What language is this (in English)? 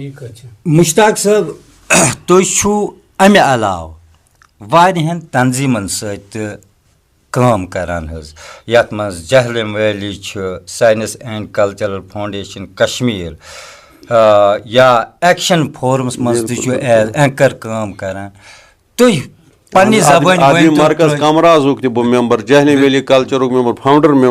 Kashmiri